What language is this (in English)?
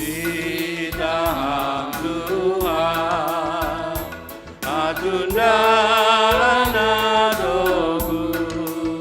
Batak Simalungun